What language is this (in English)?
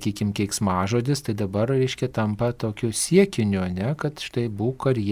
Lithuanian